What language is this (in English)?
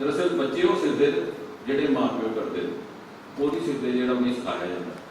Dogri